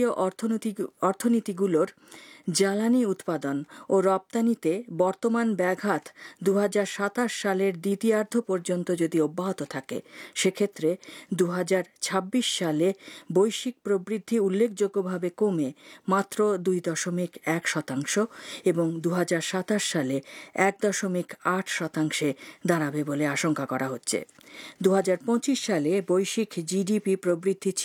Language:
Bangla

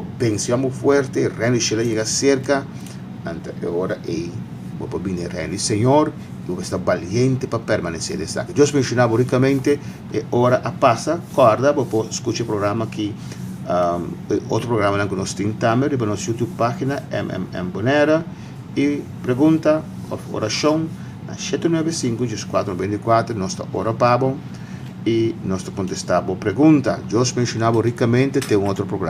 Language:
Papiamento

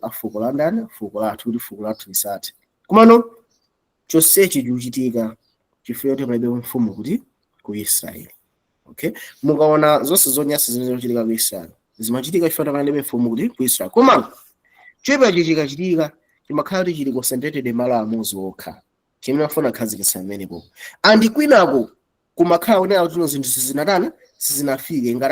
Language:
Nyanja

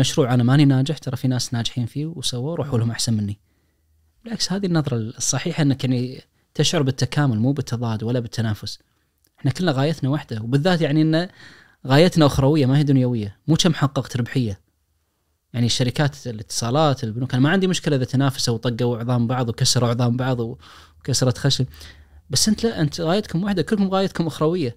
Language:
Najdi Arabic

